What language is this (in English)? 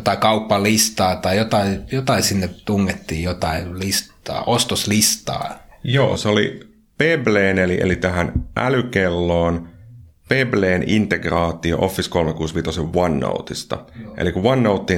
Finnish